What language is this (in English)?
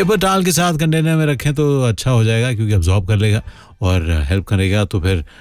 Hindi